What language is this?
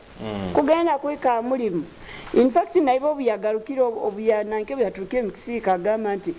Nyoro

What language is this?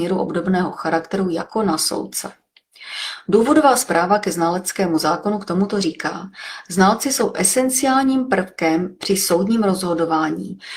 Czech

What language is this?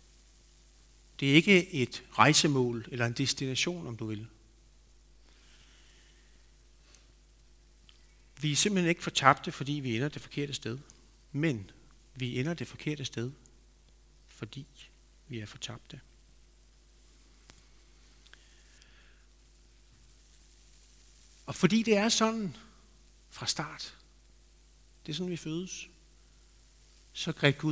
Danish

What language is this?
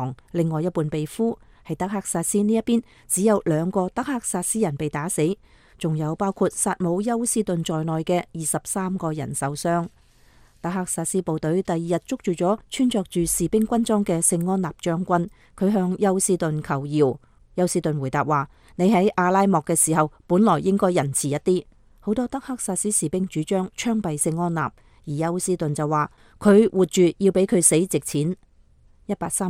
Cantonese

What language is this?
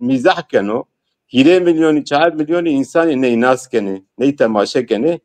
Zaza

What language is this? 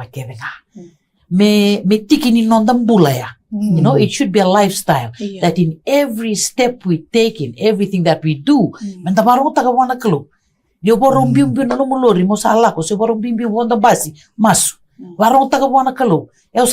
Fijian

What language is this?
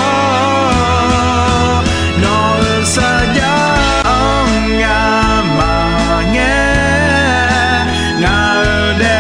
Akha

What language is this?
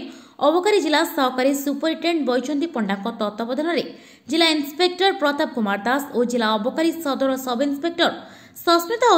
Odia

